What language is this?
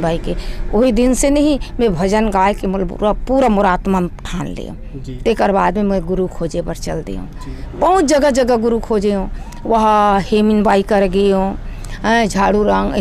Chhattisgarhi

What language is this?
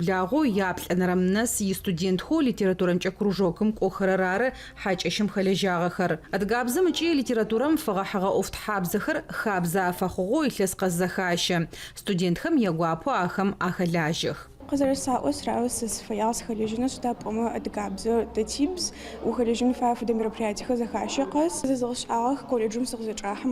Adyghe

